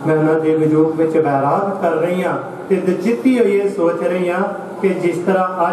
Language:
Punjabi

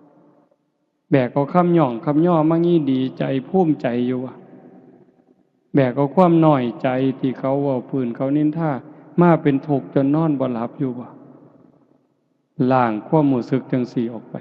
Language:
Northeastern Thai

